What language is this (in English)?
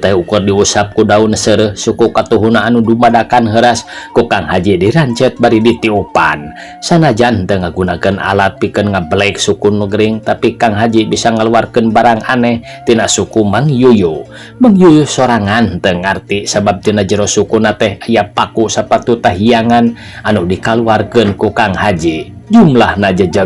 Sundanese